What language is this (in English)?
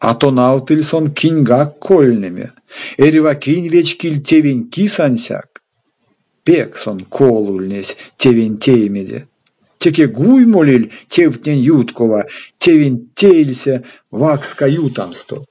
Erzya